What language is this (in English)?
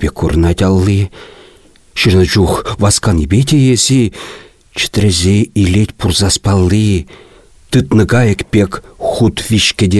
Chuvash